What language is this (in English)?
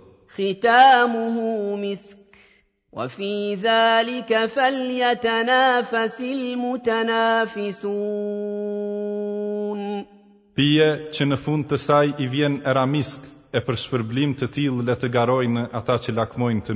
Albanian